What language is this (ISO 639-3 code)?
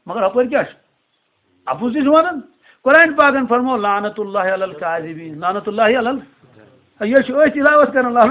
kas